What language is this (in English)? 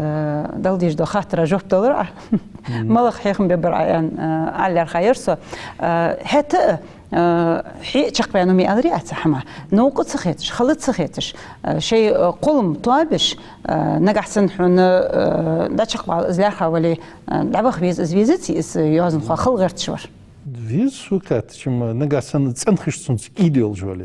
Ingush